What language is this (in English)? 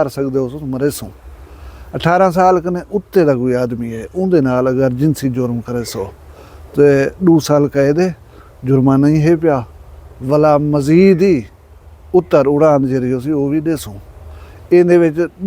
Saraiki